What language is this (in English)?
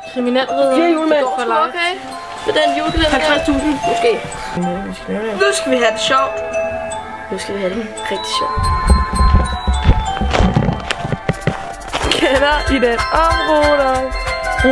Danish